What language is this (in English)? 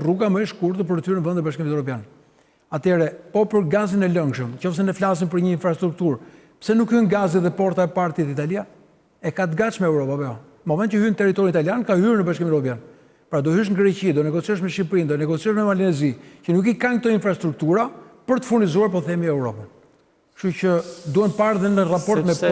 Albanian